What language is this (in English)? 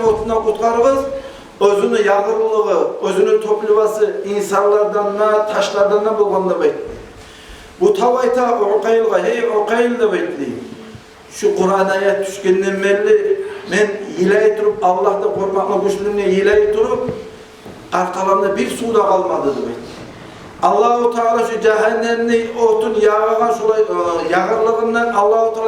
Kumyk